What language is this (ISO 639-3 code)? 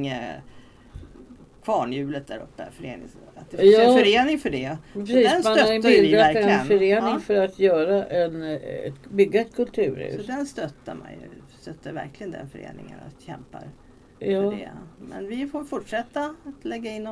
swe